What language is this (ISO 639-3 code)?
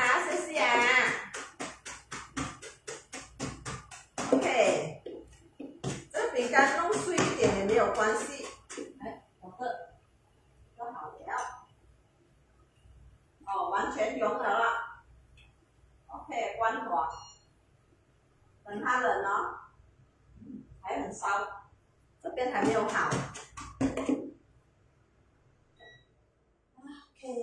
zho